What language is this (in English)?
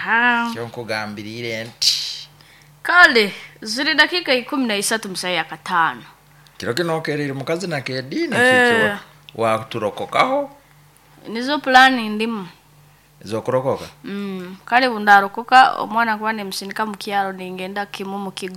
Nyoro